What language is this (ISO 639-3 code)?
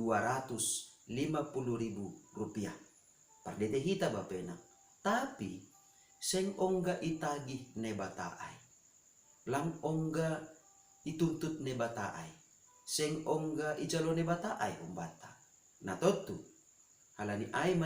bts